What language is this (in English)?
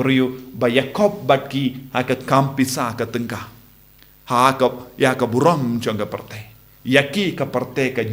Khasi